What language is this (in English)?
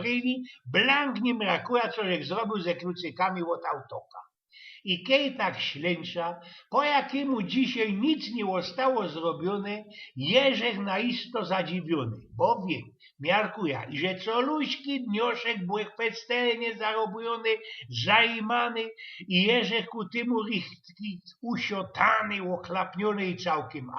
Silesian